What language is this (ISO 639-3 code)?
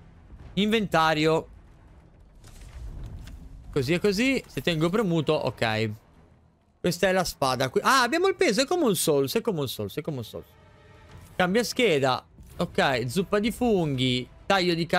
ita